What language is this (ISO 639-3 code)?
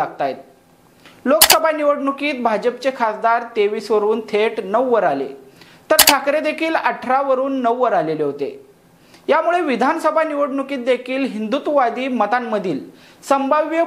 mar